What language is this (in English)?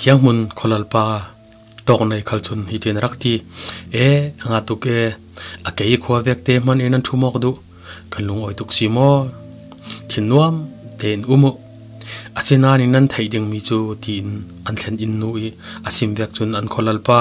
Falam Chin